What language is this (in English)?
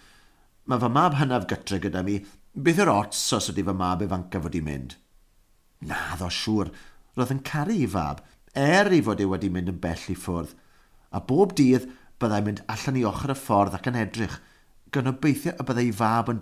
Welsh